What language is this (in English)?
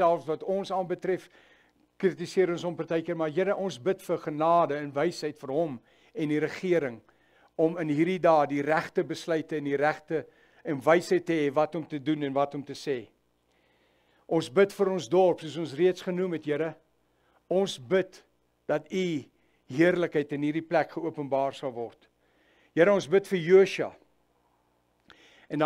Afrikaans